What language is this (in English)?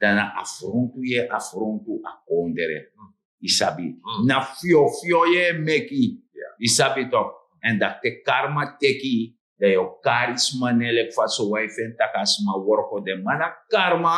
Sranan Tongo